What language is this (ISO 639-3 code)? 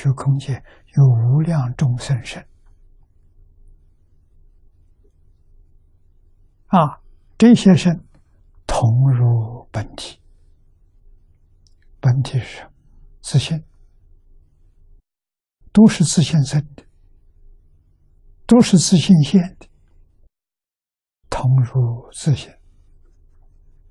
zho